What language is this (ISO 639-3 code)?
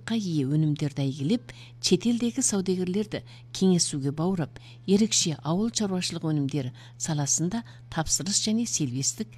kaz